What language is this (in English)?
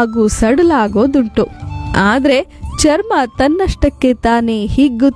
Kannada